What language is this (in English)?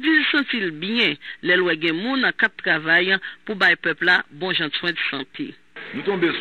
Haitian Creole